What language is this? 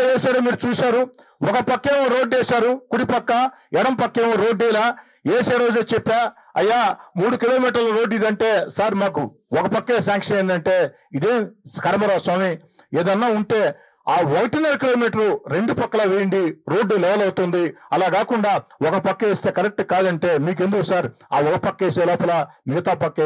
Telugu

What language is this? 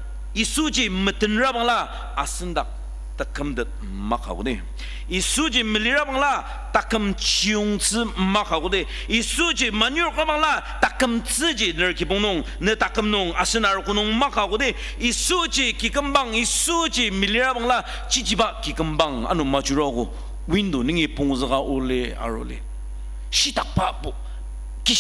Ao Naga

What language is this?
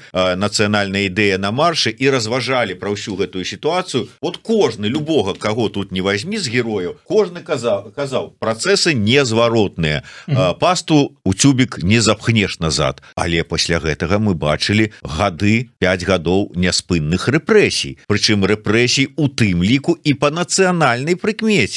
Belarusian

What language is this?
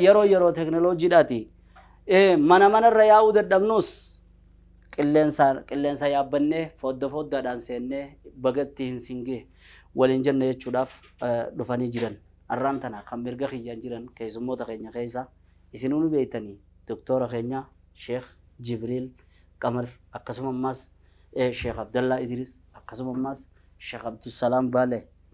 Oromo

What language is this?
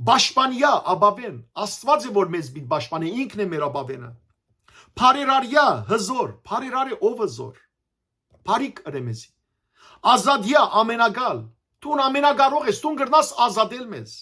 Western Armenian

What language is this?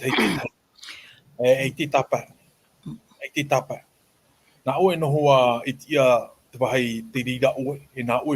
Tahitian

